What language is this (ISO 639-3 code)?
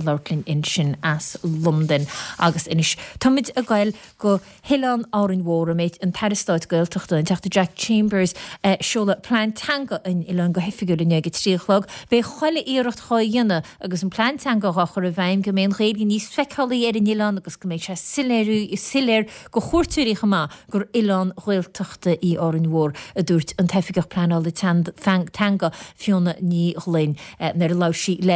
gle